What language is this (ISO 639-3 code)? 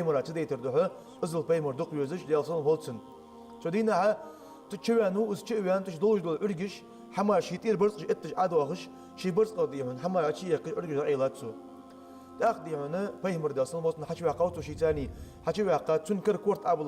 inh